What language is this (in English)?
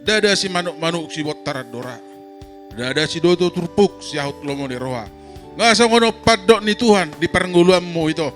Batak Toba